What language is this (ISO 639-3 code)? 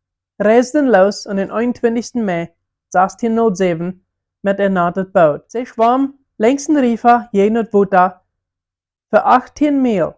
pdt